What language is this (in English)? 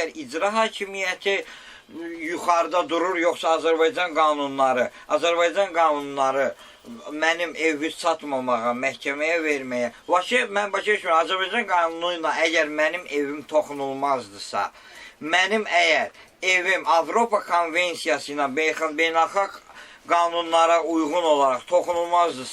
Azerbaijani